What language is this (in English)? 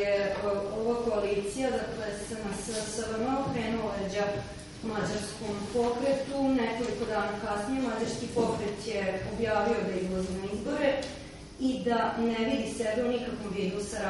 Serbian